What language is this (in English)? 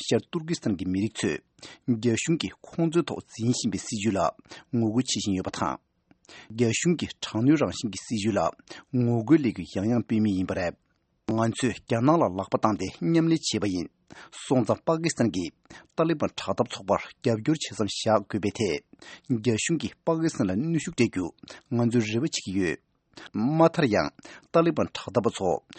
Tibetan